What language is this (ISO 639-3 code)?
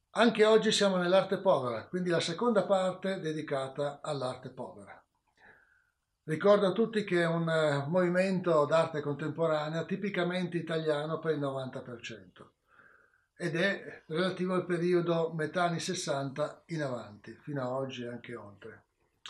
ita